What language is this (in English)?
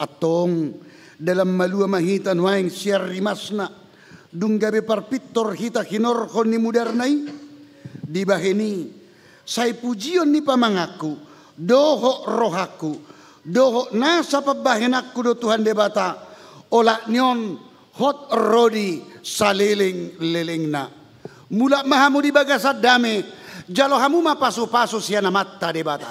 Batak Toba